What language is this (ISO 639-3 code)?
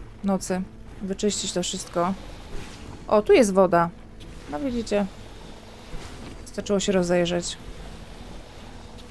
pol